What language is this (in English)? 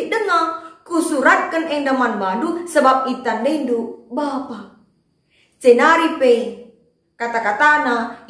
Batak Karo